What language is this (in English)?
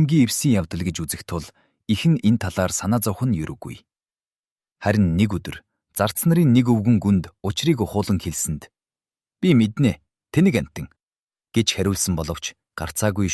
Mongolian